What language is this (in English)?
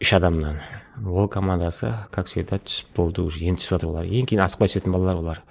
Kara-Kalpak